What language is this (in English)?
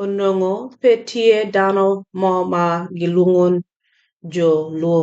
Acoli